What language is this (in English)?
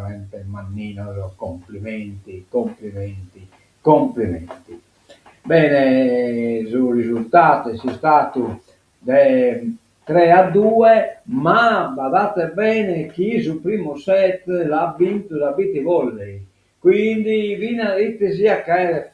Sardinian